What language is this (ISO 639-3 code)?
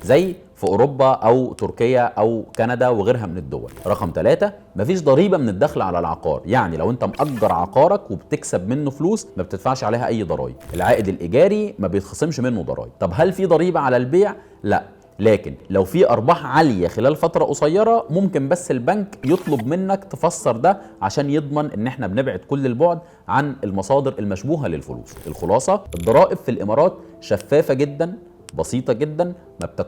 arz